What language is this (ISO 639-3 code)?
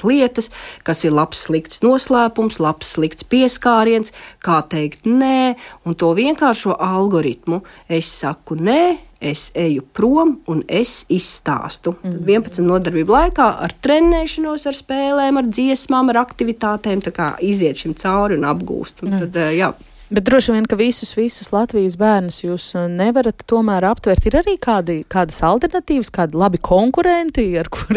lav